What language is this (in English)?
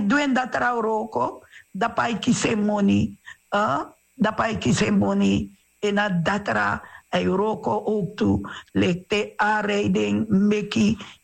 Sranan Tongo